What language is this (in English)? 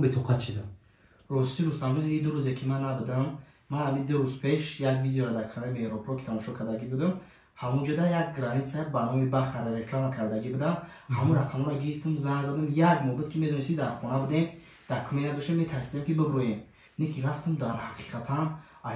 Tajik